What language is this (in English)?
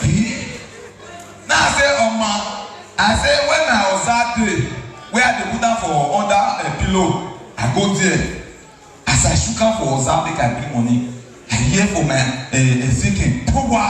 Nigerian Pidgin